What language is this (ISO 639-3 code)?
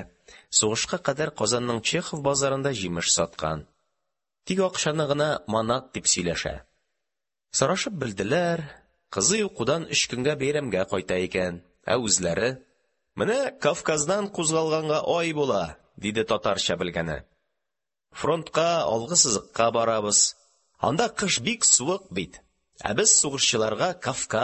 tat